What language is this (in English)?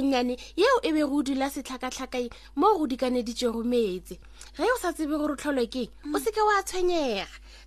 Northern Sotho